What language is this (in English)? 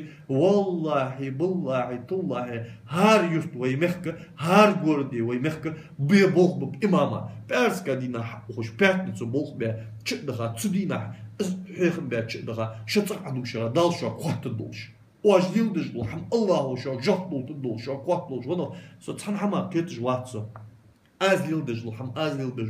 Ingush